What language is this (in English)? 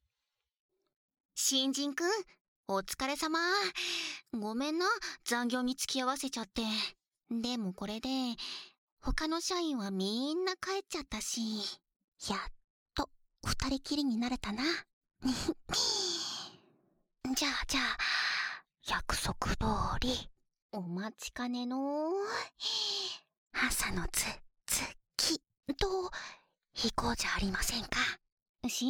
Japanese